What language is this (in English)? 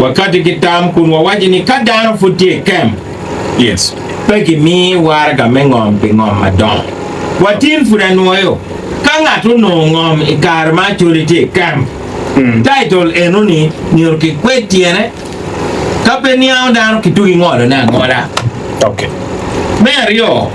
Acoli